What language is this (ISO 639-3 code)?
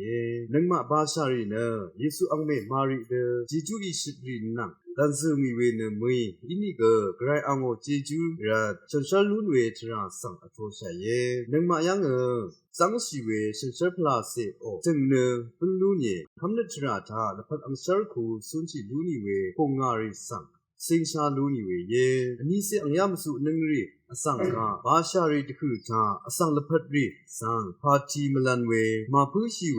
raw